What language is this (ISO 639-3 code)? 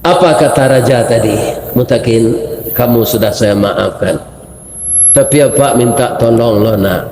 min